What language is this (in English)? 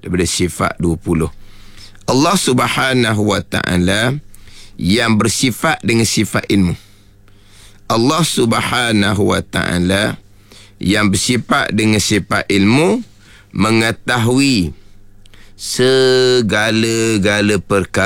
Malay